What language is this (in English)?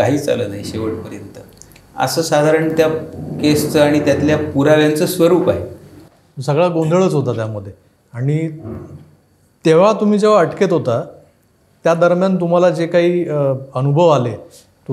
Marathi